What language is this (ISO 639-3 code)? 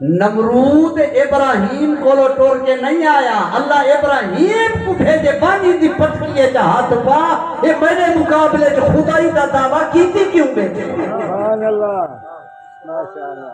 skr